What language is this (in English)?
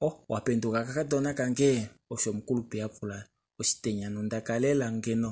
Kuanyama